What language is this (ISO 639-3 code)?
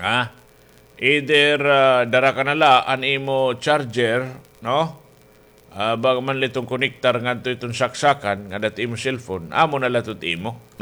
war